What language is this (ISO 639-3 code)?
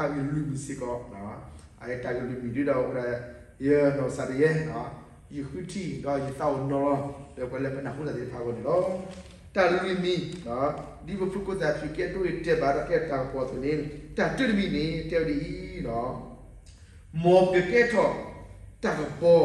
ksw